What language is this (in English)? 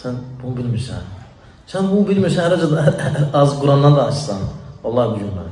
Azerbaijani